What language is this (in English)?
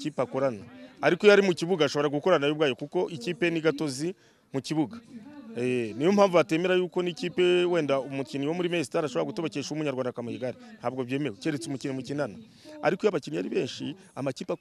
Kinyarwanda